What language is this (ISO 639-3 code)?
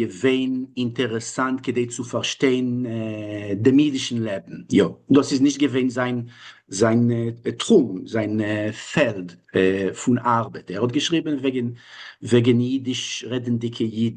yid